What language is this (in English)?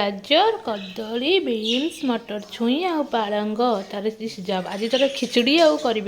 Odia